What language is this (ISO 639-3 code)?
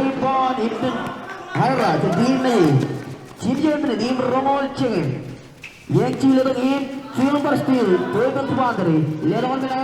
mah